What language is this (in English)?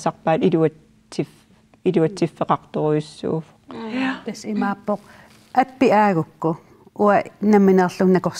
Kalaallisut